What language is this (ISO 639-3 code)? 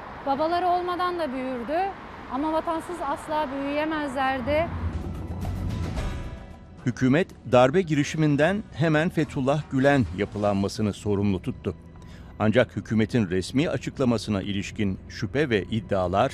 tur